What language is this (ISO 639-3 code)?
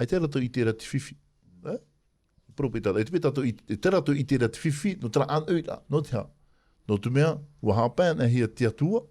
tah